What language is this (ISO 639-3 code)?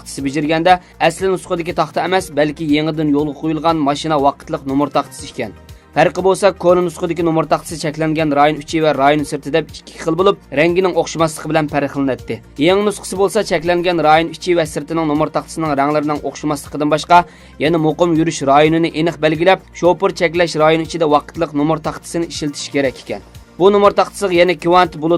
uig